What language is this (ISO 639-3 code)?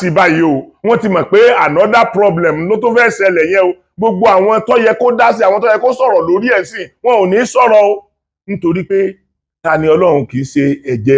yor